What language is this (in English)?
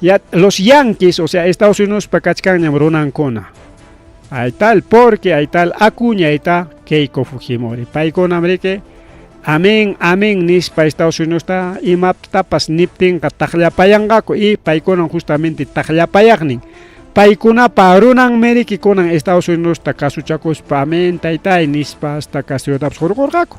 Ayacucho Quechua